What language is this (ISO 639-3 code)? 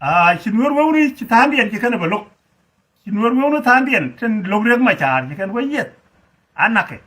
nus